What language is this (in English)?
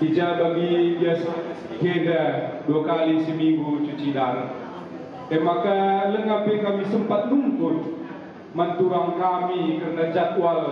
Batak Karo